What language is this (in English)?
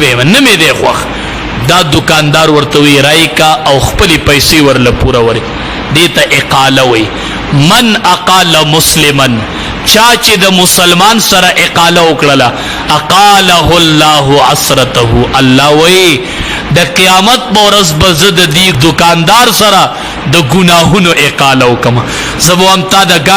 Pashto